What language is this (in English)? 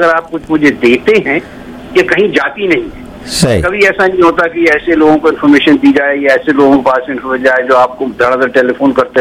Hindi